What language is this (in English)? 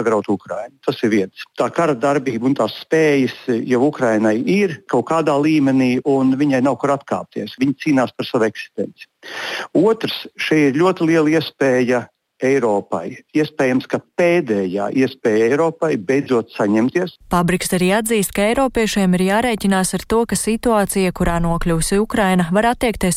Latvian